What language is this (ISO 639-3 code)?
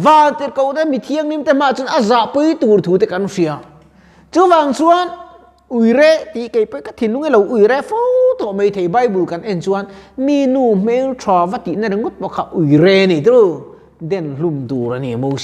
lus